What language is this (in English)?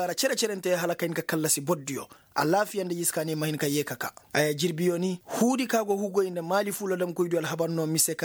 Koyraboro Senni